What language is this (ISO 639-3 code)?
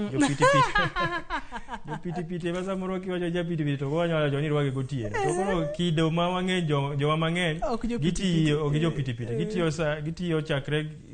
luo